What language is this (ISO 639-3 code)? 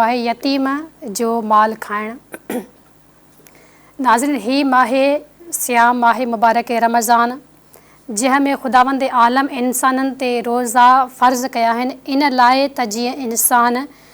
snd